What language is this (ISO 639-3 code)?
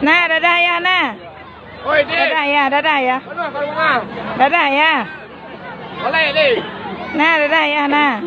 min